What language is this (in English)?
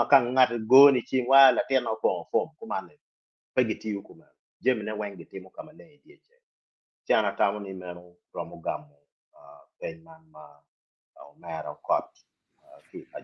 Acoli